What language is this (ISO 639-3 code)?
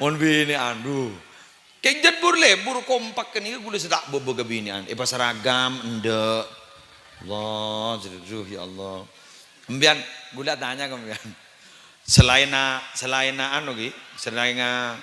mad